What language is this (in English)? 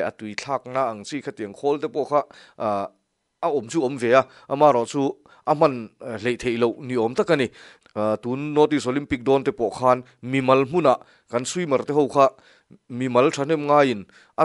Mizo